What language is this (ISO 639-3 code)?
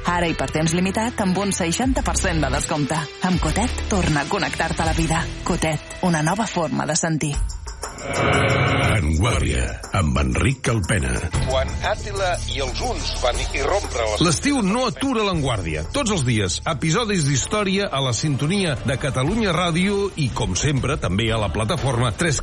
cat